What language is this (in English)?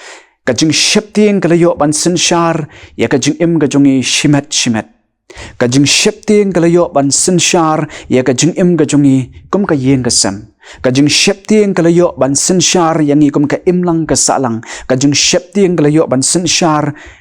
Khasi